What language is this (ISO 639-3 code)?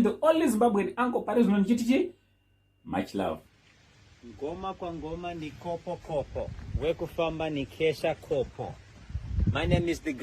sna